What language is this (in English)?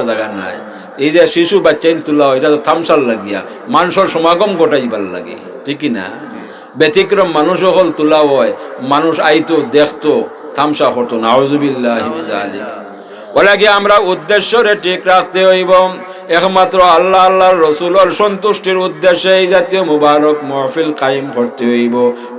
Sylheti